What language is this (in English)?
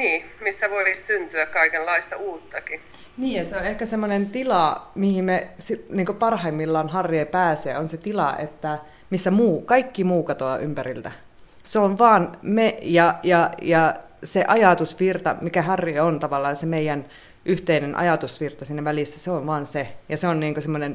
Finnish